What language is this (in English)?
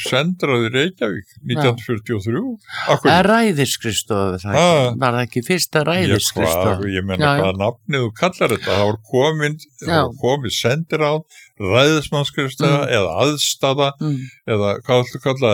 Icelandic